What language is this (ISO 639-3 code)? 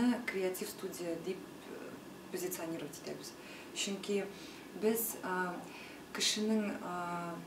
tat